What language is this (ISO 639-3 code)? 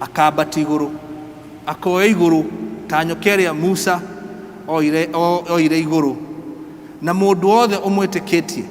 kik